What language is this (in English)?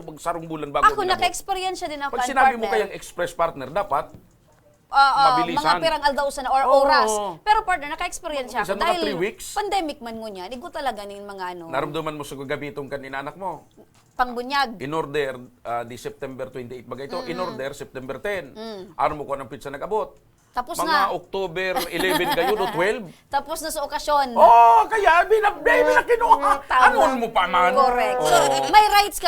Bikol